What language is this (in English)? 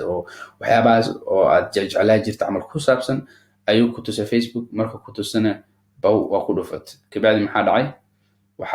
Somali